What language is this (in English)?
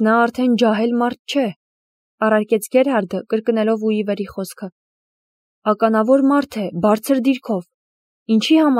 Armenian